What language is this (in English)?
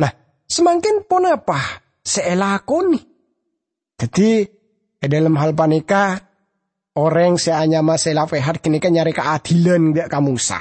Madurese